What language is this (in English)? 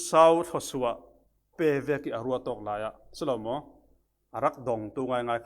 Falam Chin